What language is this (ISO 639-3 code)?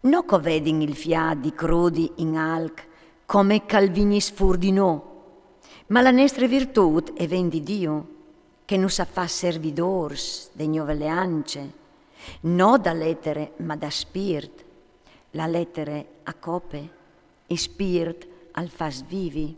fur